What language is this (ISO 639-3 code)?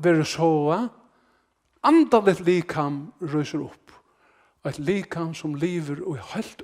fao